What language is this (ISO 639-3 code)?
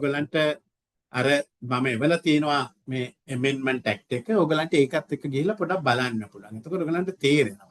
sin